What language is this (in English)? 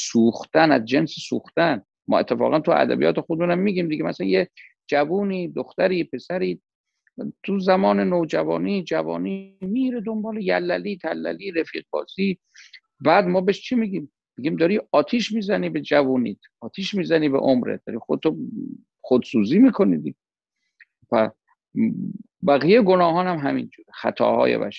Persian